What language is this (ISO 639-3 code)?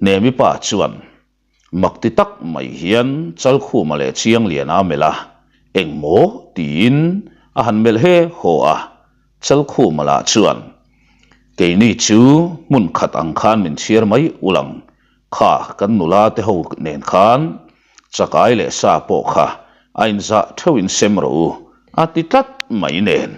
lus